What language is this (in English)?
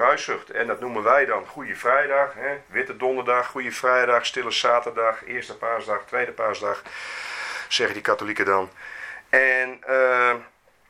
Dutch